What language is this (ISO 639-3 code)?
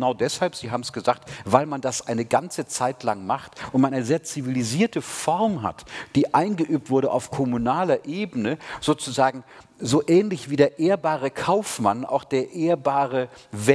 deu